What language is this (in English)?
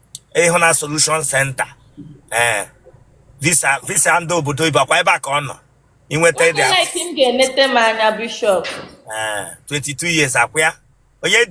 Igbo